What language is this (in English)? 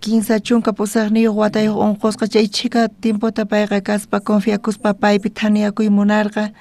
South Bolivian Quechua